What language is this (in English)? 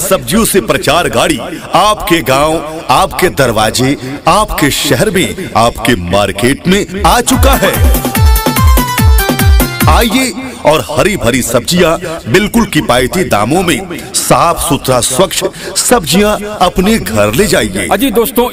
Hindi